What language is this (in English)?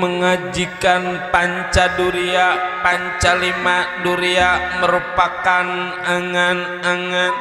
Betawi